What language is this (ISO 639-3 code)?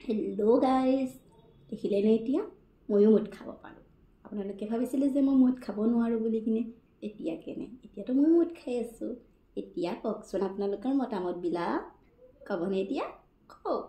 asm